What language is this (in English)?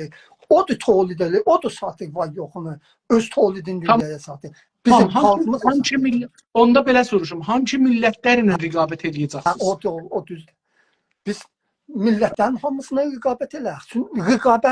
South Azerbaijani